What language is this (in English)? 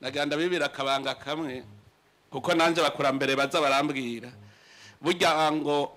Rundi